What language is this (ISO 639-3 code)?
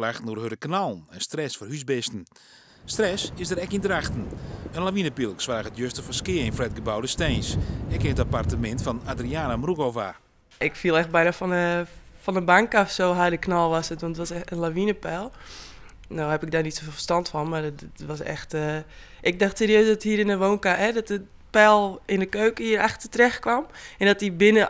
fry